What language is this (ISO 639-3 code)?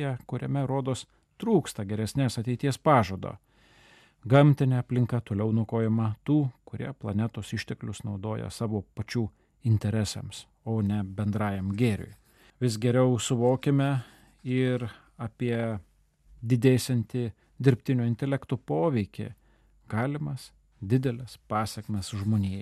lit